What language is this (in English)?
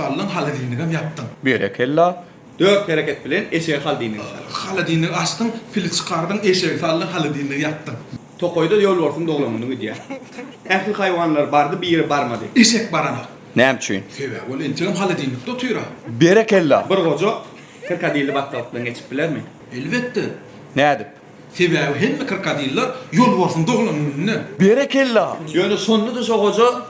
Turkmen